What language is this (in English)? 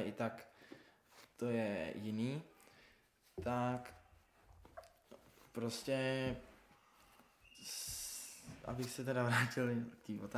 Czech